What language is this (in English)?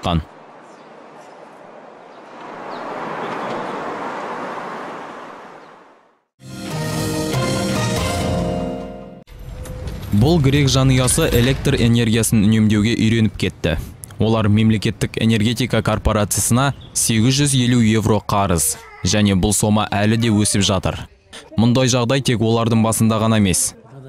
Kazakh